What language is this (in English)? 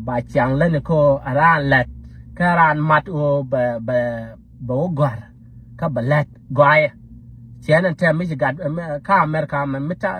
Nuer